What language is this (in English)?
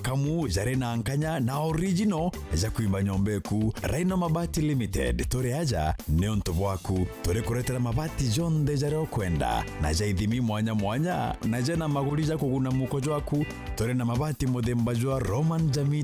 Meru